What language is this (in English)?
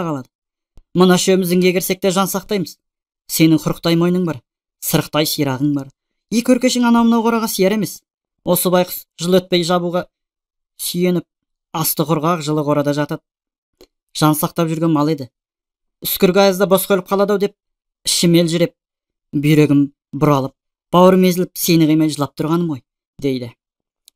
Kazakh